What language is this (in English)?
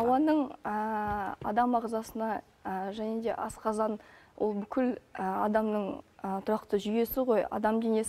Kazakh